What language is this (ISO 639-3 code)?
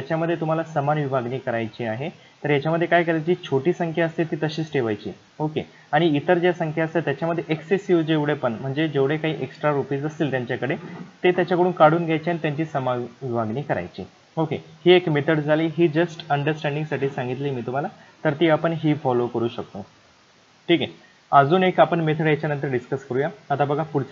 mar